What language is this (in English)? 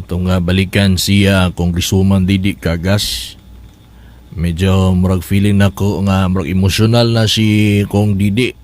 Cebuano